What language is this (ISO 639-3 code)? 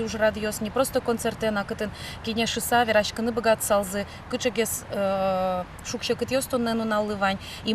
udm